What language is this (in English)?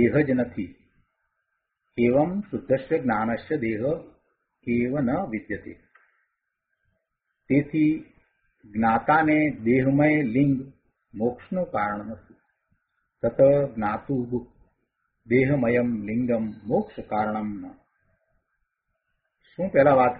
Gujarati